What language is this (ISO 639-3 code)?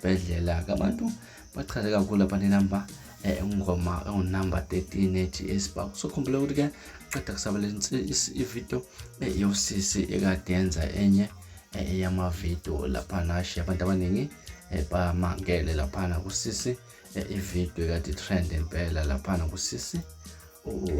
zul